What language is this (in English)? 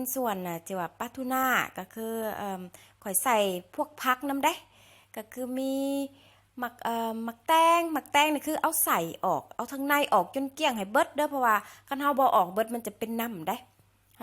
Lao